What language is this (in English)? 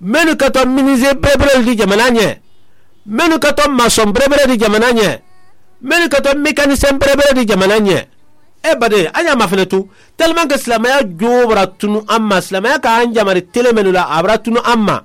Mandingo